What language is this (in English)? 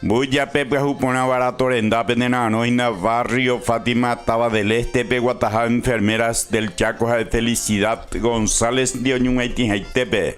Guarani